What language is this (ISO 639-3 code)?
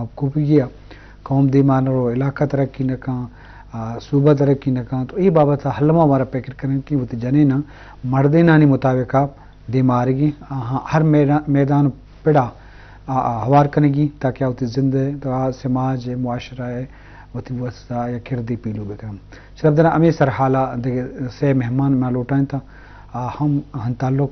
bgp